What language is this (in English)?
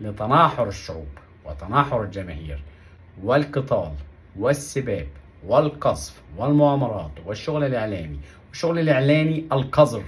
Egyptian Arabic